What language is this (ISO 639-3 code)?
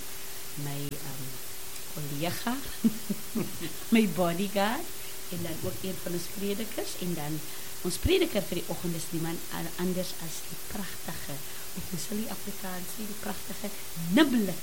afr